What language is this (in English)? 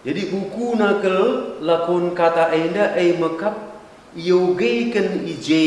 Batak Karo